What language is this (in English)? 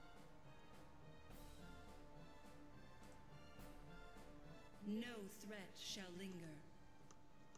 English